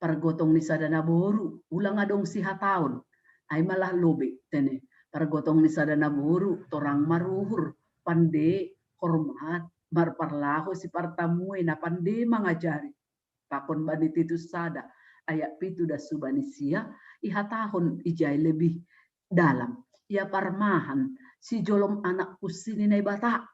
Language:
Batak Simalungun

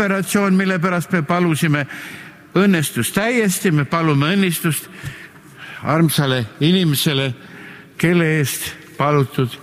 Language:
Estonian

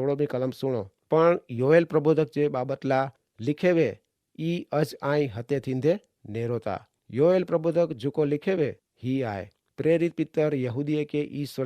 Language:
Kachhi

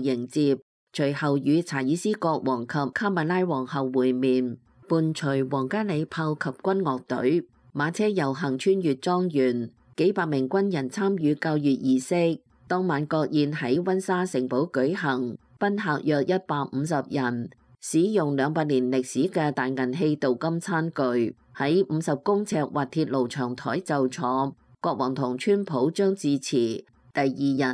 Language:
Cantonese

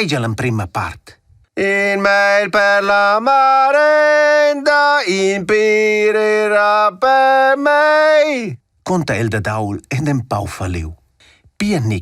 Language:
Romansh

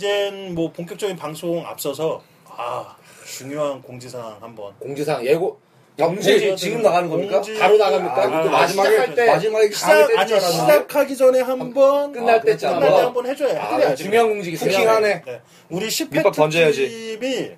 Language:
Korean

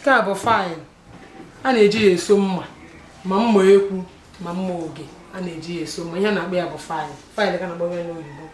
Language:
Igbo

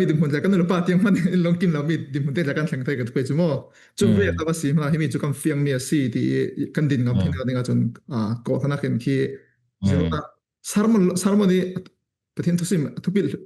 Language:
Falam Chin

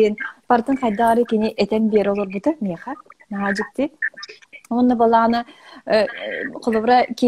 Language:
Yakut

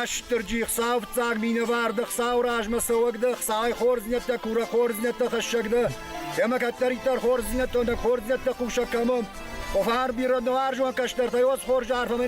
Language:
Ossetic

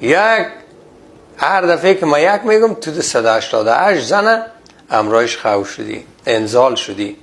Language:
Persian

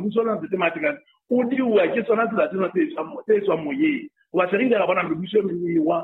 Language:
Southern Sotho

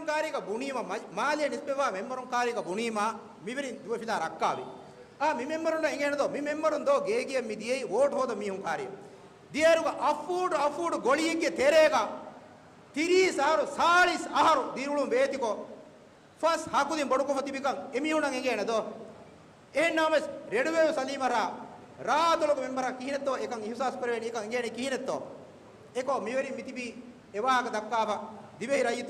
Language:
Divehi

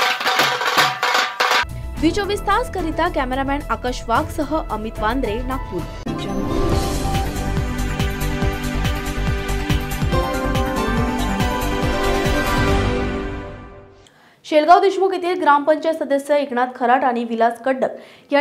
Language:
Marathi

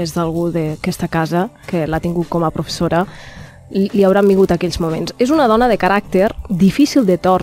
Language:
Catalan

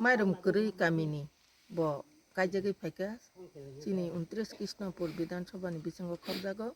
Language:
Kok Borok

